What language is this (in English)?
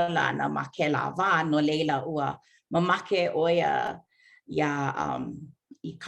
Hawaiian